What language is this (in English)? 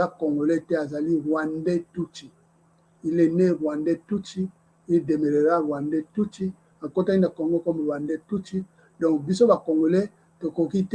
Lingala